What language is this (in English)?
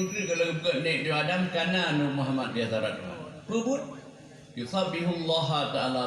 Achinese